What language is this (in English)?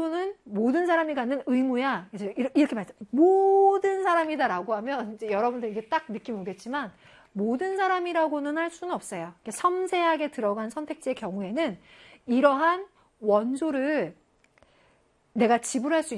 Korean